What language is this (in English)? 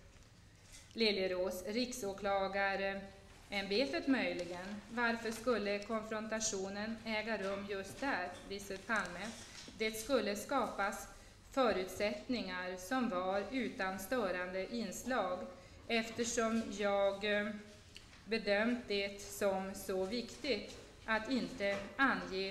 Swedish